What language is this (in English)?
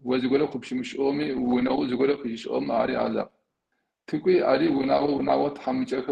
Kabardian